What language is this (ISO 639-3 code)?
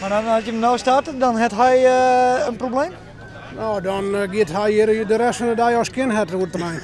fry